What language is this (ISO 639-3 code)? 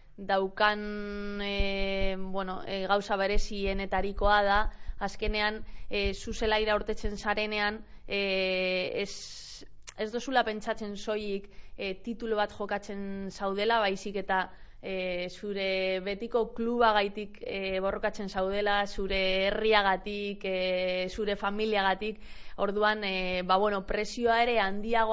eus